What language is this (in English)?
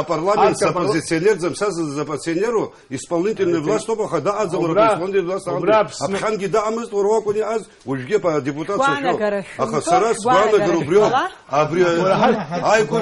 Abkhazian